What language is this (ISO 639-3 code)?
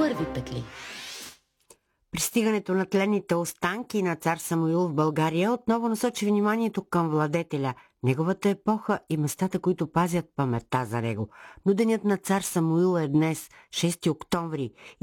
bul